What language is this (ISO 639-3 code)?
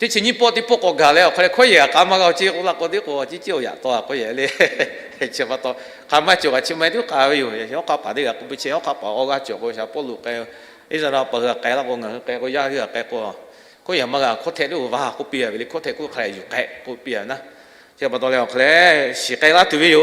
lhu